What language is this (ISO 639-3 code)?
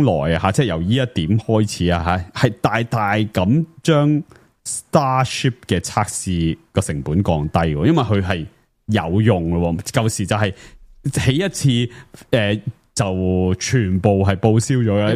yue